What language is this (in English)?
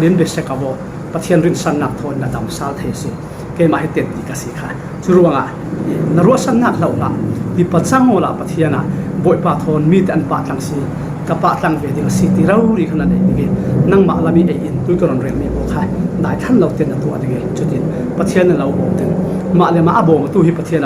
Falam Chin